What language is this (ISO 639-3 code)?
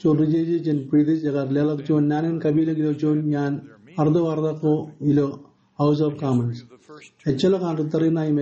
mah